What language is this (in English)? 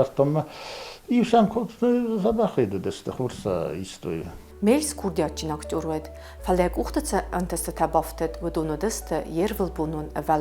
Ossetic